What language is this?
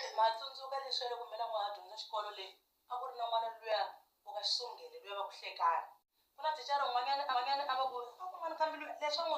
Tsonga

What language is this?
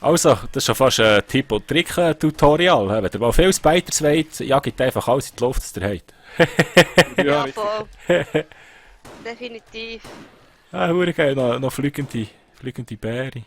Swiss German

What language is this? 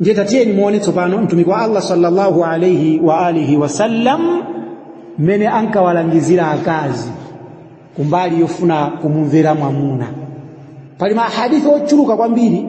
Nyanja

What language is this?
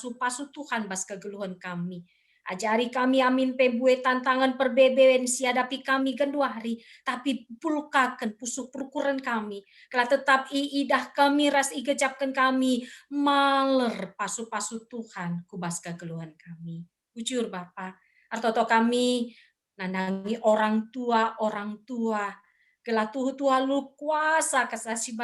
Batak Karo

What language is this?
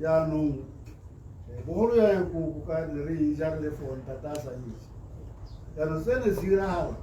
Tswana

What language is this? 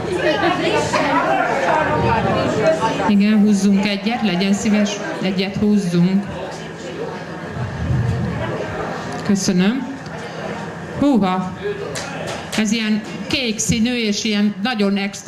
Hungarian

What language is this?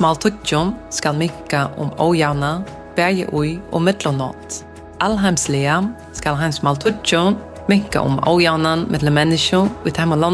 Faroese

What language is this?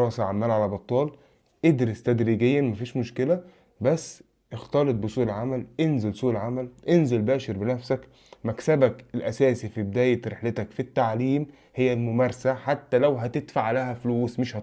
Egyptian Arabic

